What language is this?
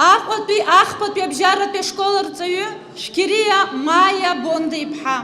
Abkhazian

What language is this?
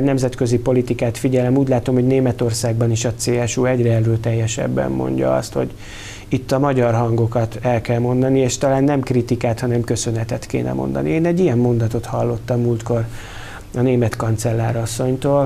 Hungarian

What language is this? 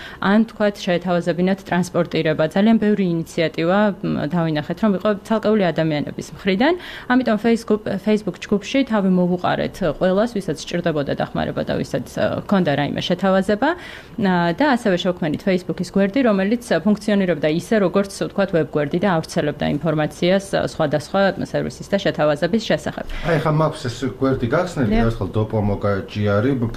Georgian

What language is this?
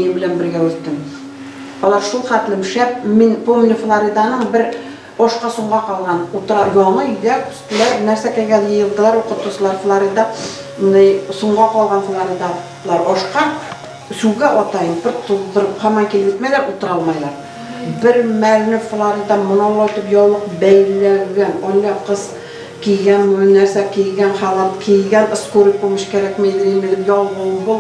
Bashkir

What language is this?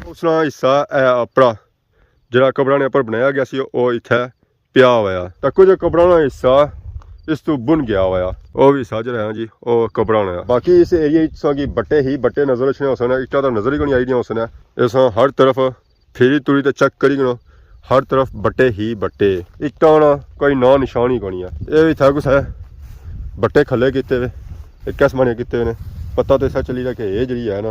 Pahari-Potwari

